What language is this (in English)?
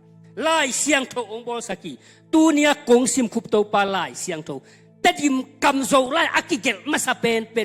Tedim Chin